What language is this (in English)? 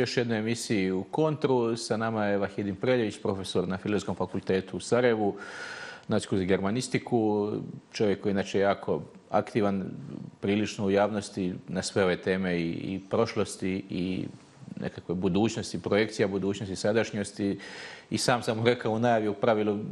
Bosnian